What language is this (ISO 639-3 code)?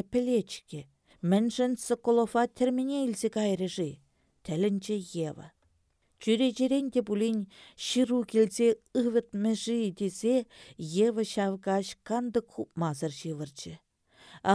chv